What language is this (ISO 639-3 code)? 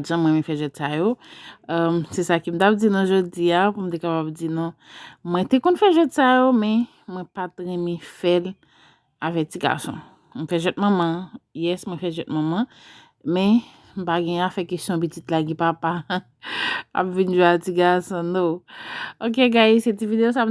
hat